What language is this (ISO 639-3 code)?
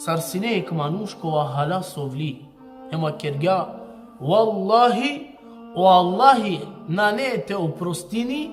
rmn